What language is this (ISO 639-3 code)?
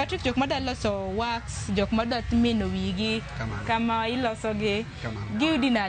luo